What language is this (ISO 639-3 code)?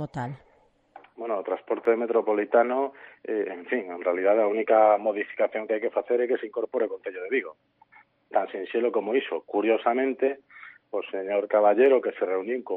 glg